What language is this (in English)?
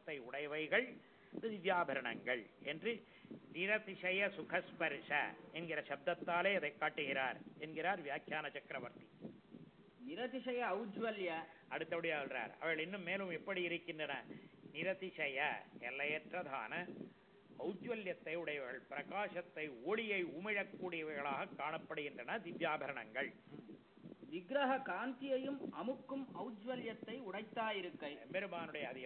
Tamil